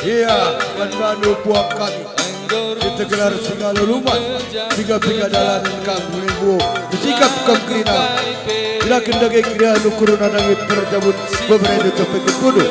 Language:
Batak Karo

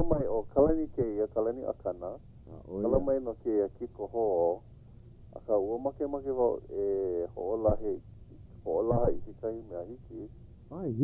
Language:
Hawaiian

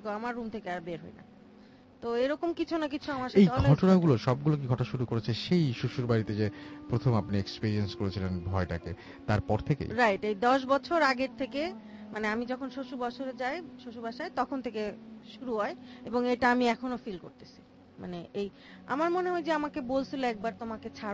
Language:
Bangla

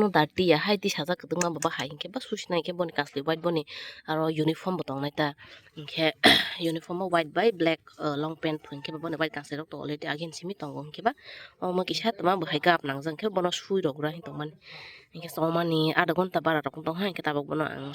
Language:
Kok Borok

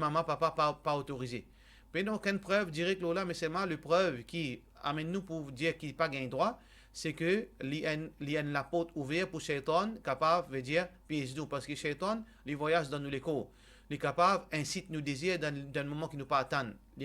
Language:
Morisyen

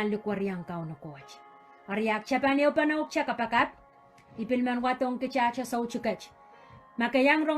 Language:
Pohnpeian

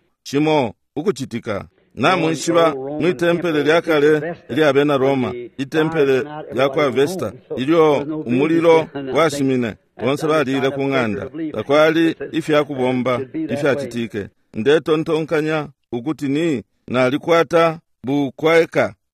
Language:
Bemba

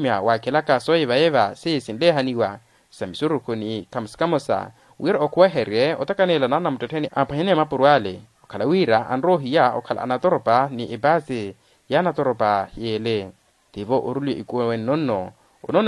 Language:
Makhuwa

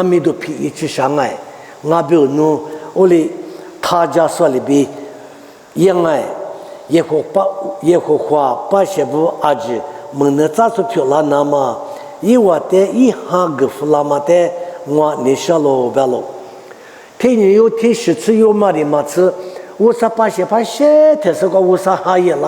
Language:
Lisu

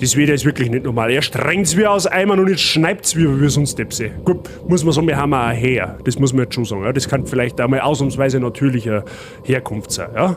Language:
Bavarian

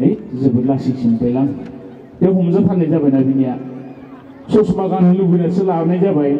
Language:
Bodo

